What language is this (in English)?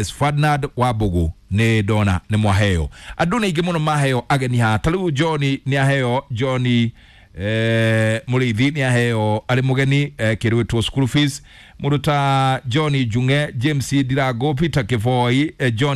Kikuyu